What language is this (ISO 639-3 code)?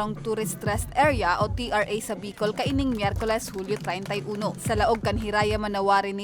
bik